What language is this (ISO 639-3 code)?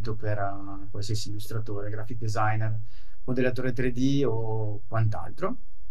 ita